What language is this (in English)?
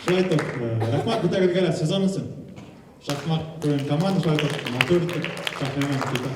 Bashkir